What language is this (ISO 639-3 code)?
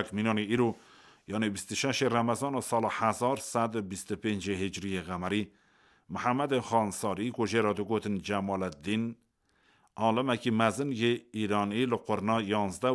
kur